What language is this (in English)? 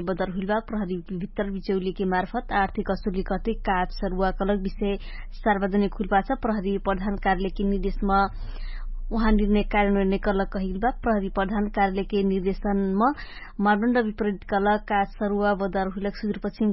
Dangaura Tharu